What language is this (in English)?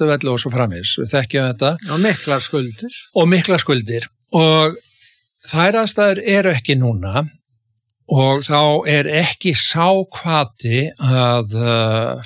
Icelandic